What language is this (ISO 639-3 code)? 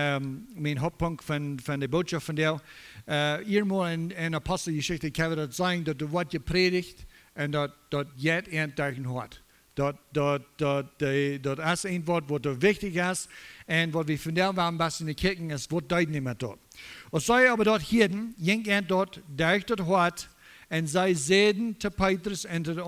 pdt